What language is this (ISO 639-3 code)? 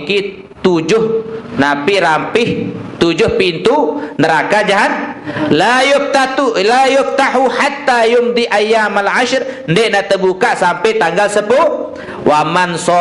sas